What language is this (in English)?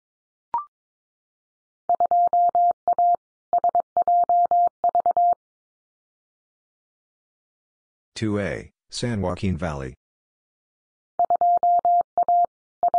English